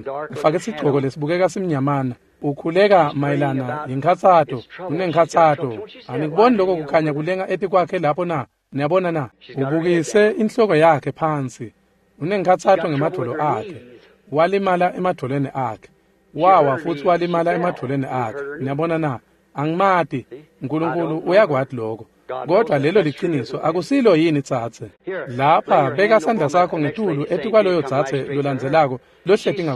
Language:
Swati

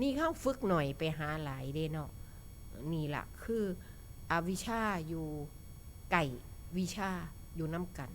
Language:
Northeastern Thai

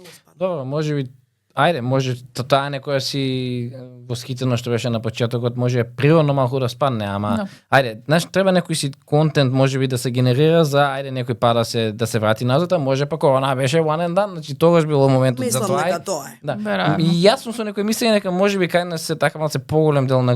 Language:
Macedonian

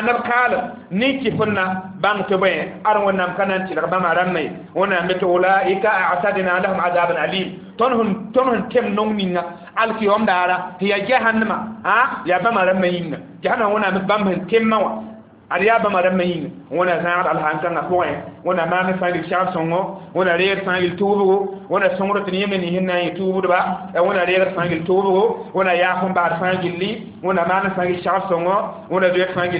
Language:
Mossi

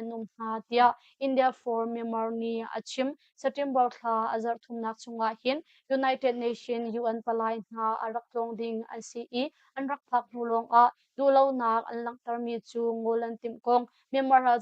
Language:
Hakha Chin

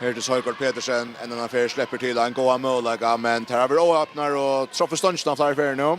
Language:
Faroese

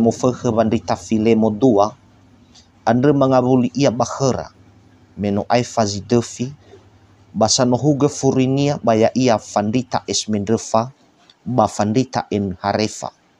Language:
Nias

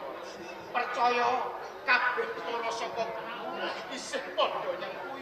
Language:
Javanese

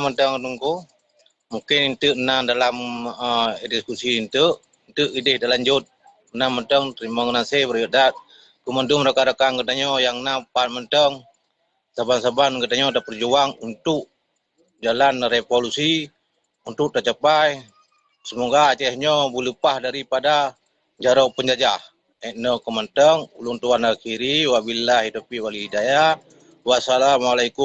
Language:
Achinese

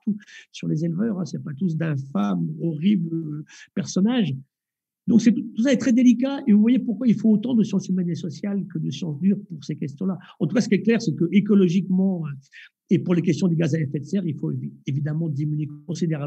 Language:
French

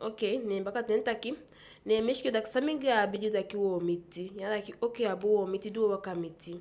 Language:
Eastern Maroon Creole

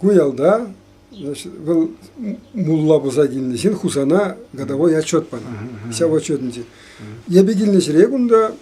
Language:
Chuvash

